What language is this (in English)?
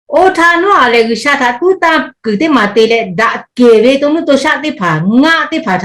Lahu